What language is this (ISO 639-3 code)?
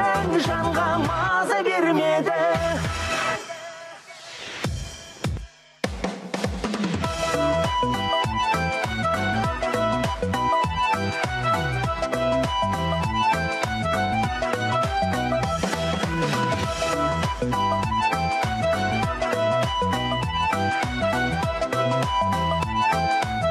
kaz